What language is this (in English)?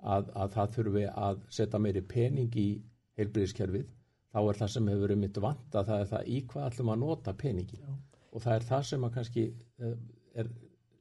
Icelandic